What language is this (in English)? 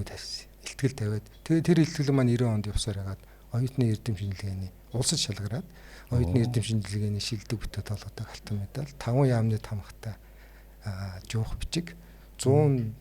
Mongolian